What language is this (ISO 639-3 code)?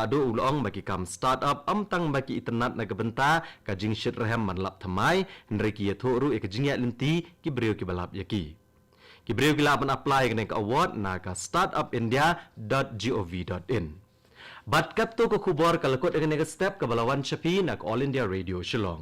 kha